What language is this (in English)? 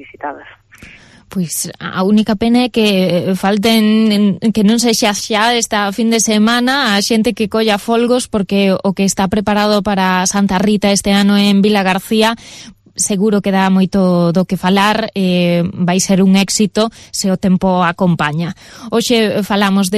Galician